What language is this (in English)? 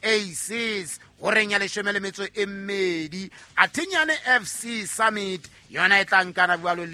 Southern Sotho